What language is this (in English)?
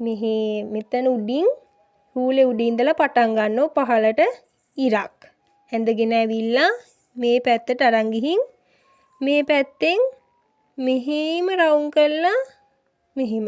Sinhala